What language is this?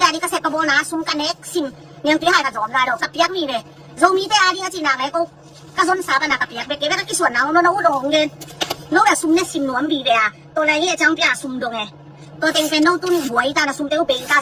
Tedim Chin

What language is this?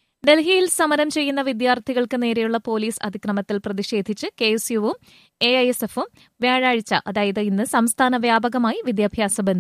Malayalam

